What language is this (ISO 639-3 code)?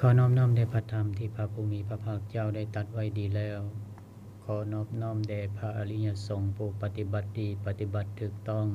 lao